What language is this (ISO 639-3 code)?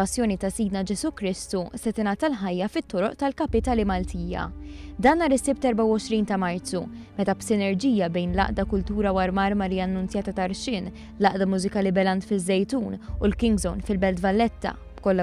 mlt